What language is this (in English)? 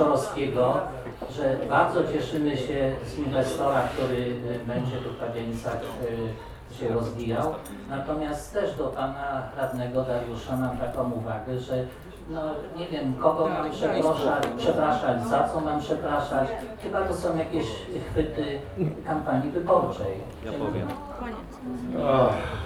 Polish